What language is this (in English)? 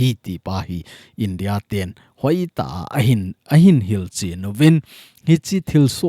Thado Chin